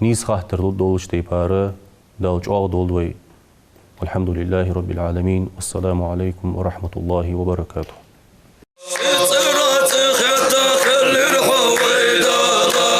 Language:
Ingush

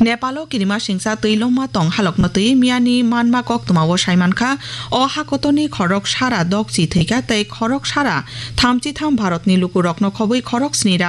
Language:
Kok Borok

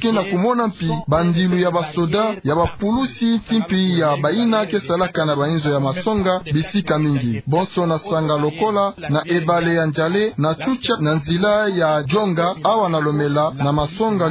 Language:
Kituba (Democratic Republic of Congo)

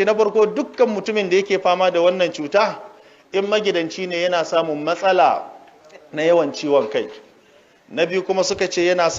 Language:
Hausa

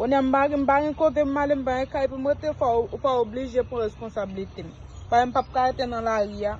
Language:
Haitian Creole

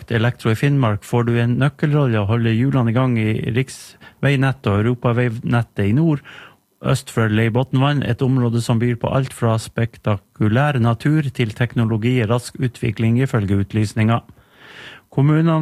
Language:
Norwegian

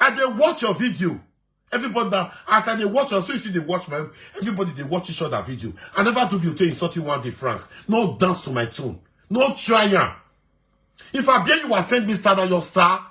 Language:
Nigerian Pidgin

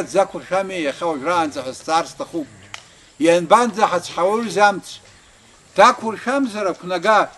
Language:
Abkhazian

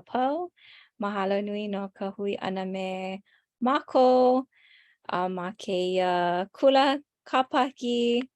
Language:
Hawaiian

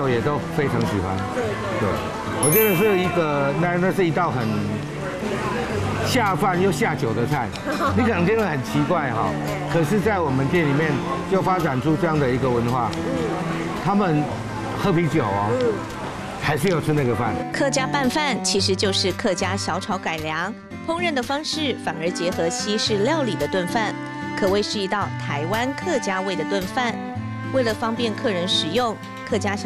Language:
Chinese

